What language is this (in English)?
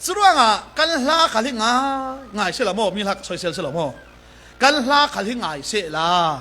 Falam Chin